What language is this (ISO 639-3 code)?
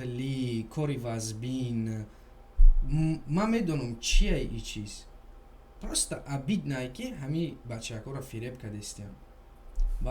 tgk